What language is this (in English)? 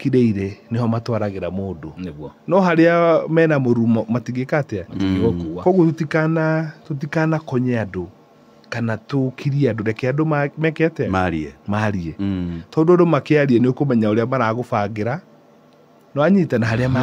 Kikuyu